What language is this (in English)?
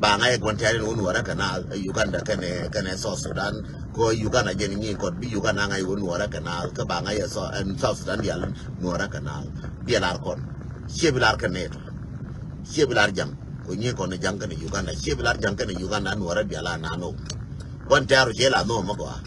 Nuer